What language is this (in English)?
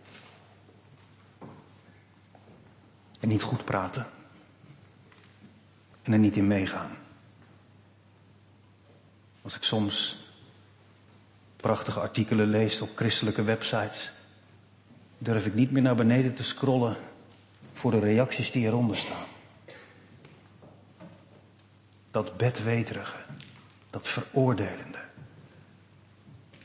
Dutch